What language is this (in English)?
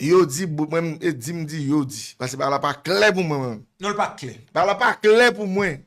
Haitian Creole